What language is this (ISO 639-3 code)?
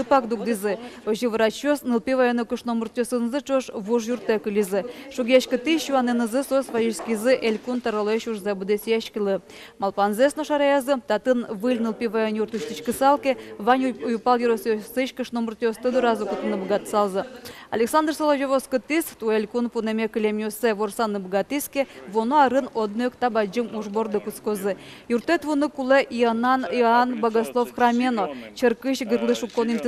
udm